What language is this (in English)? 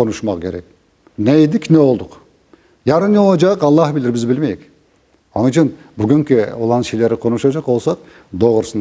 Crimean Tatar